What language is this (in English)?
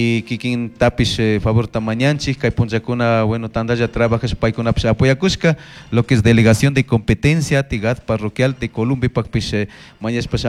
Chimborazo Highland Quichua